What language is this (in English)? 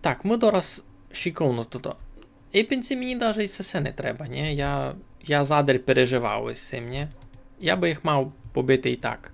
Rusyn